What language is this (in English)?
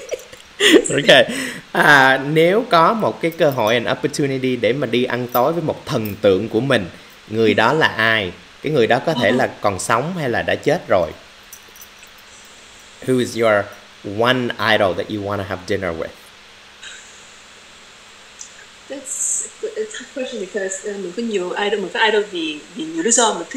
Vietnamese